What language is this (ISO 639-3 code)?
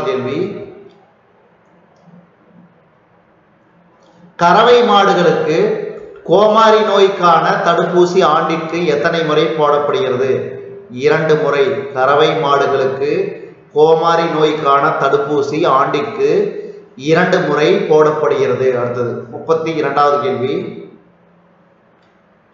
tam